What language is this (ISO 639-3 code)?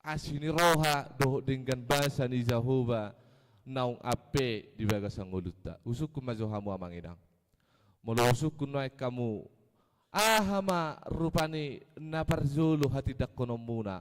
bbc